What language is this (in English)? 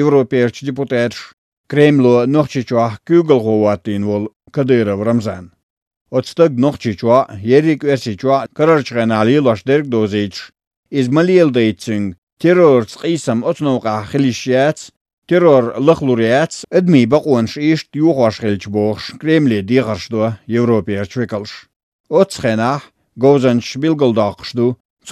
Chechen